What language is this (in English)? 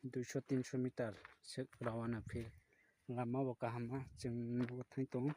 Kok Borok